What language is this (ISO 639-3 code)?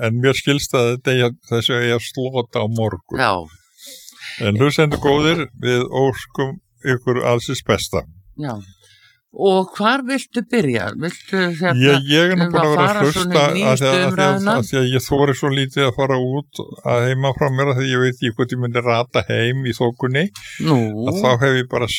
isl